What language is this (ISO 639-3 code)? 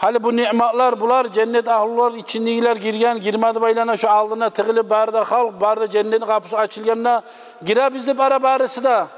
kum